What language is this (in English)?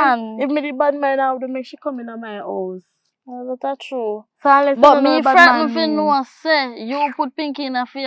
Jamaican Creole English